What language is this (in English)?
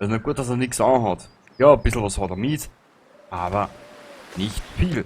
Bavarian